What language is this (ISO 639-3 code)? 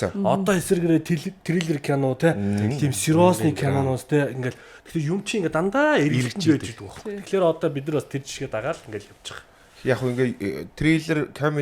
mon